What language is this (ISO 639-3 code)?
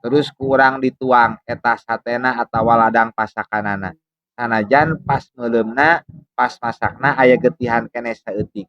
sun